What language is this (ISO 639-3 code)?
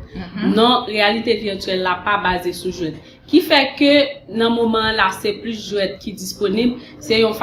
hat